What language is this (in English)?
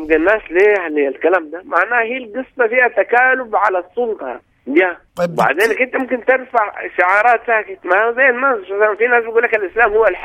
Sudanese Arabic